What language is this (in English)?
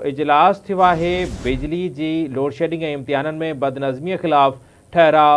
Sindhi